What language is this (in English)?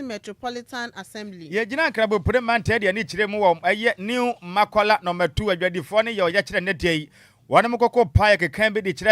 Akan